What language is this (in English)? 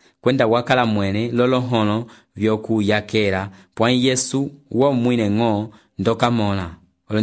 Umbundu